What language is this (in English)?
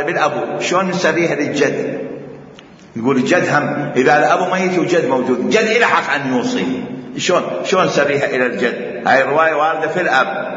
Mesopotamian Arabic